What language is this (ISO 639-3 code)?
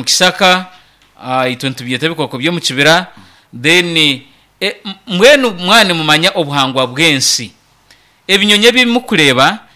nyn